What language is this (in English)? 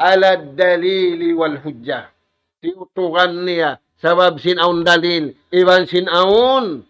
Tausug